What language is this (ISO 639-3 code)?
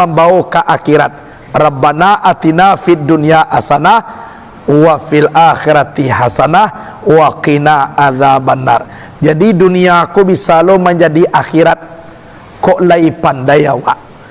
min